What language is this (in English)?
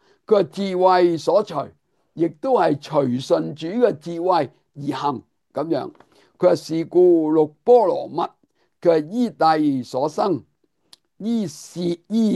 Cantonese